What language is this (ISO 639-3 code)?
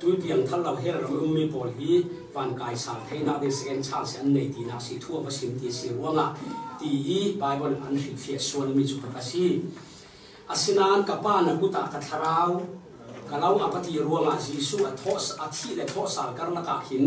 cfm